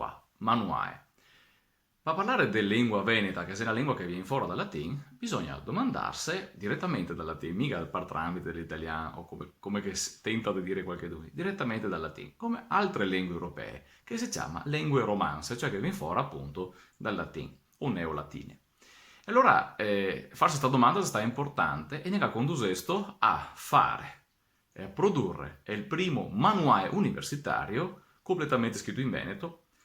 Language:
Venetian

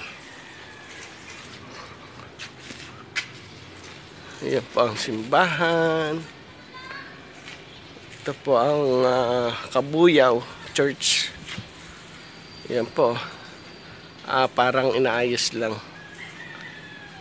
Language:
Filipino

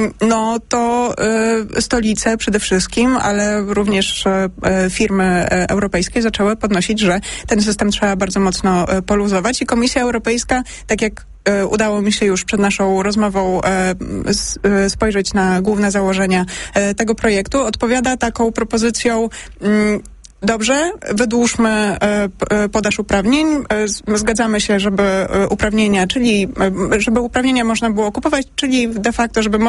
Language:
Polish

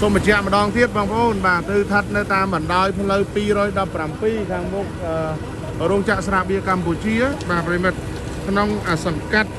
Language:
Khmer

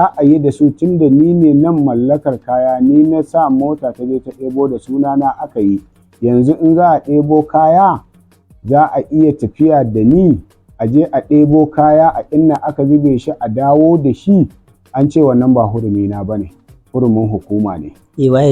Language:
Hausa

